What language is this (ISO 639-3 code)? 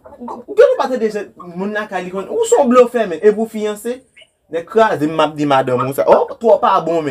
hat